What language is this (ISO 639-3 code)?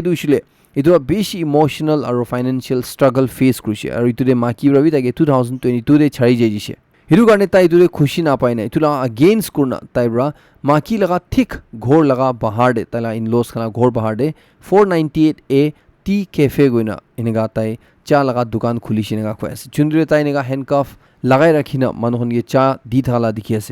nag